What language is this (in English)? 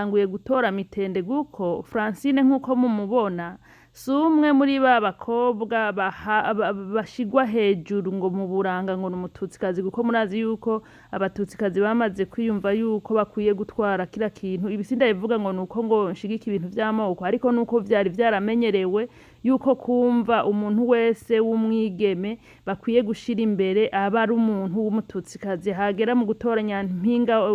Rundi